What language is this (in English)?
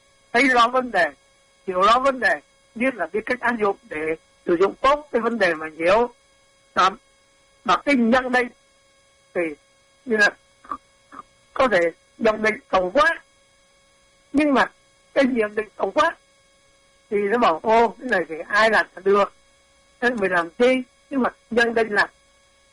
Vietnamese